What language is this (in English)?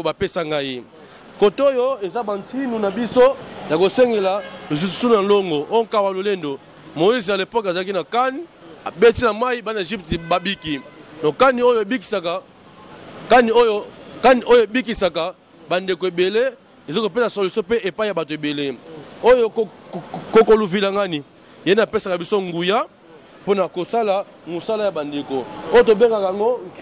Lingala